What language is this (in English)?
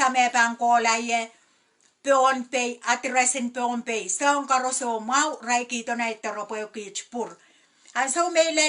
Pohnpeian